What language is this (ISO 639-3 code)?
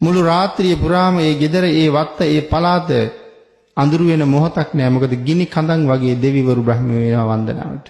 sin